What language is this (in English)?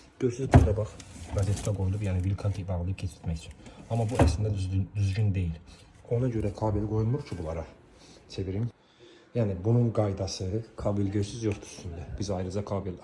Azerbaijani